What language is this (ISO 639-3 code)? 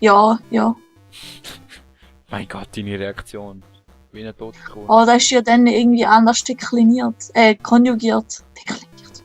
gsw